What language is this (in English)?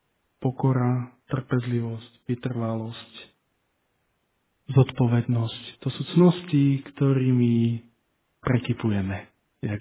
Slovak